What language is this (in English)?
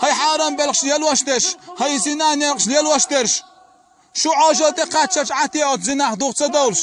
Chechen